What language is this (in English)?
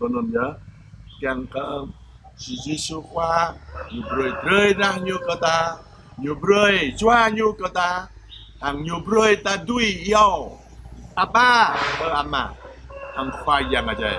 Jarai